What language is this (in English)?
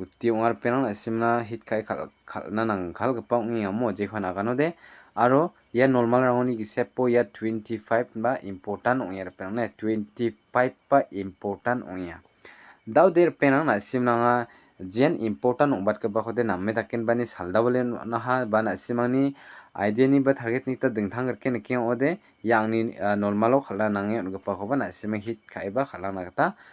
Garo